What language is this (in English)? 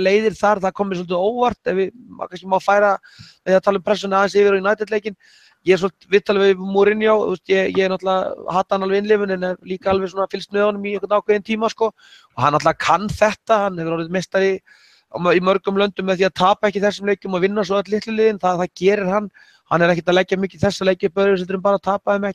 Icelandic